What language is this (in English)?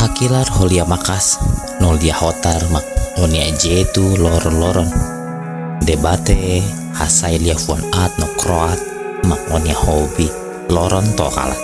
Tetum